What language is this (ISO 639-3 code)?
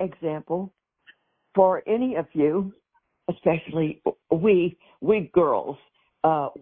eng